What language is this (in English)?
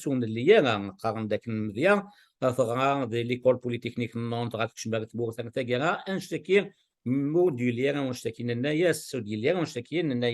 Kabyle